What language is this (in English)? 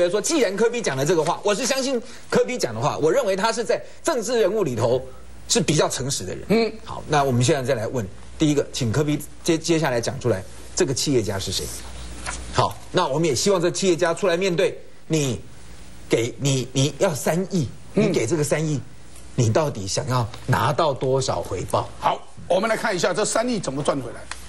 Chinese